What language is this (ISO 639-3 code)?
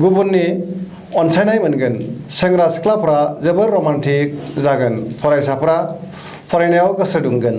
brx